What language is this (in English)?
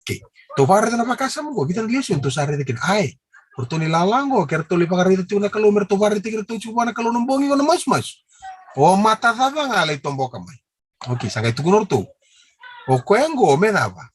Fijian